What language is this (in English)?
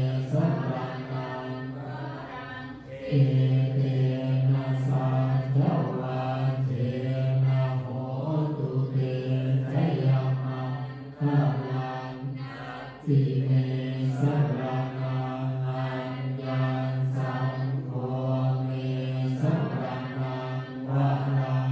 Pali